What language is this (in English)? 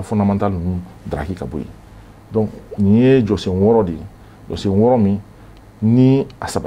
Bambara